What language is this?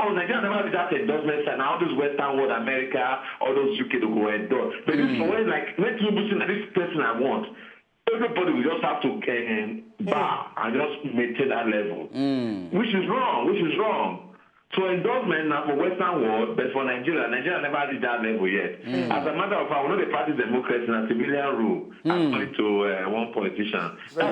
Nigerian Pidgin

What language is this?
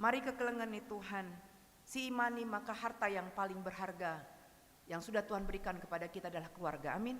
Batak Karo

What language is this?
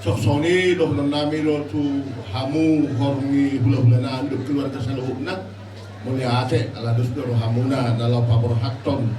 Batak Toba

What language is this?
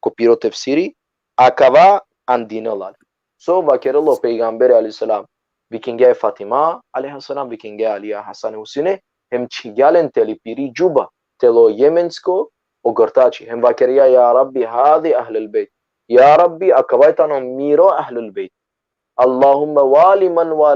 Balkan Romani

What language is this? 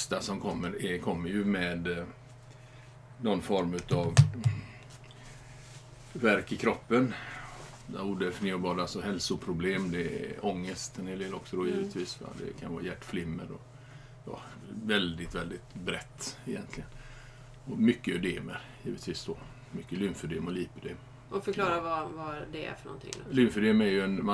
Swedish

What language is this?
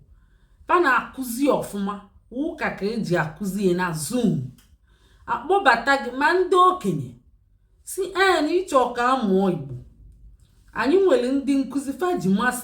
Igbo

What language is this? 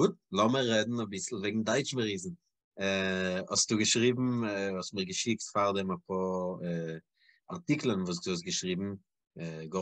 Yiddish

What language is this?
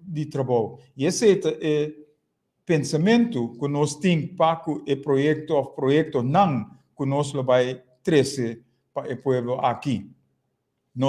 Papiamento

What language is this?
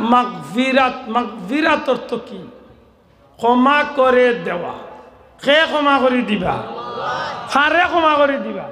Sylheti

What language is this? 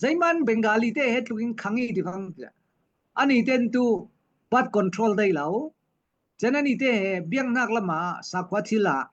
Falam Chin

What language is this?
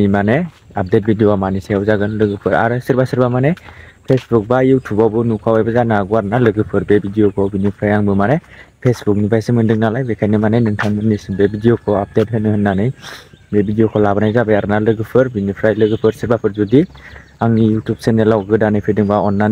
Bodo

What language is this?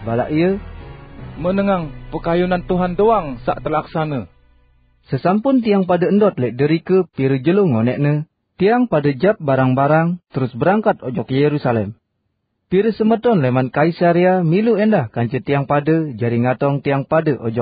Sasak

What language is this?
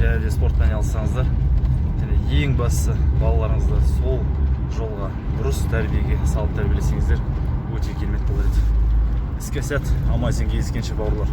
Kazakh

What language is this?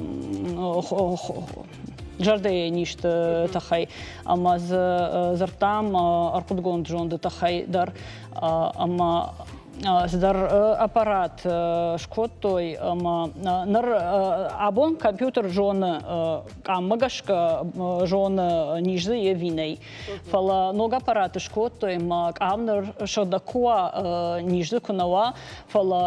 Ossetic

